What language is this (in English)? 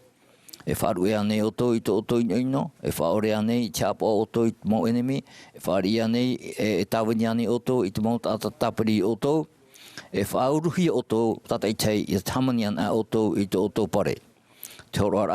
Tahitian